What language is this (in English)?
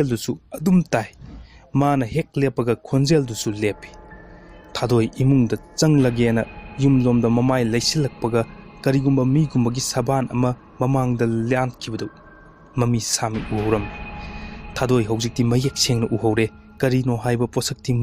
Manipuri